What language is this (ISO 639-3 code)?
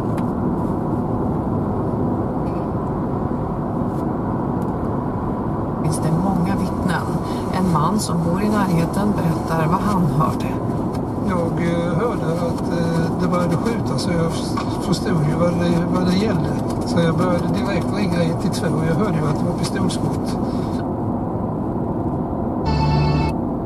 swe